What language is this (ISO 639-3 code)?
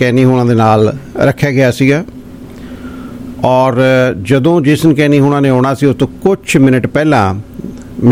pan